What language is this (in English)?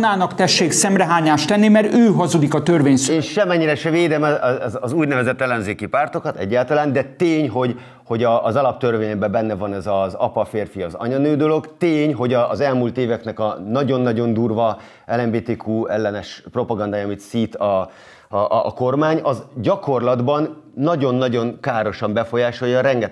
Hungarian